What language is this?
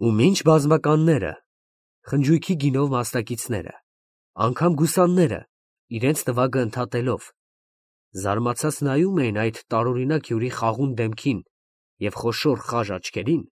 Armenian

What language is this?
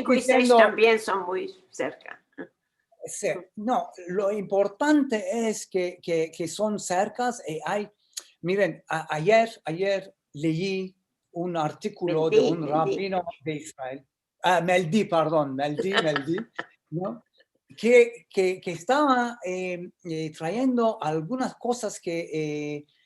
Ladino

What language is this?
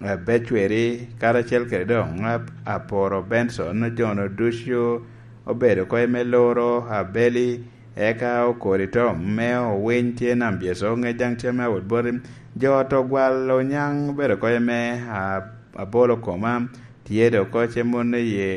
Lango (Uganda)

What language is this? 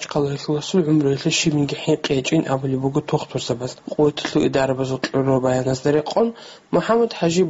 Avaric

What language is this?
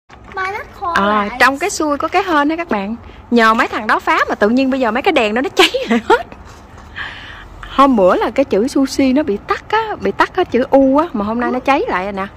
Vietnamese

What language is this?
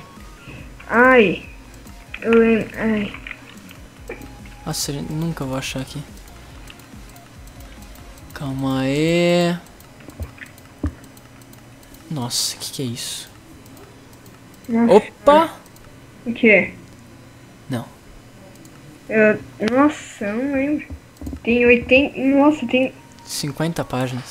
Portuguese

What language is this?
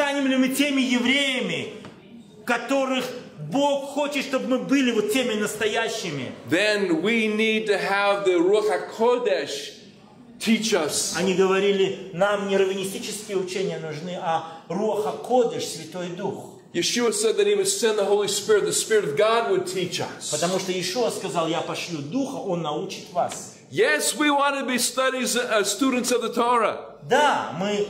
Russian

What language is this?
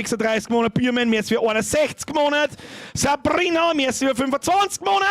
Bavarian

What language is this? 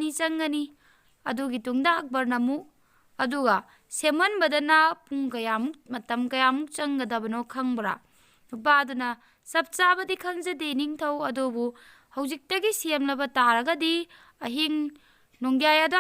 Manipuri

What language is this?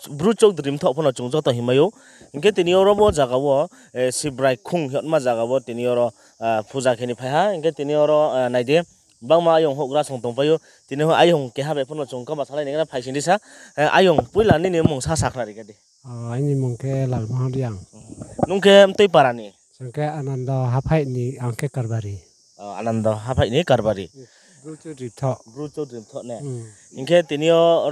Riang (India)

